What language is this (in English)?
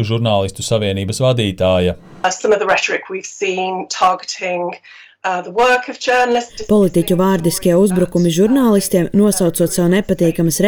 Latvian